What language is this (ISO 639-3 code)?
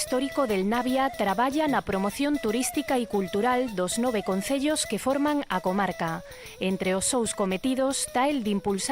ast